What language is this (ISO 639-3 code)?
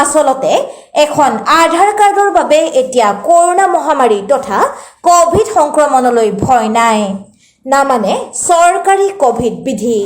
asm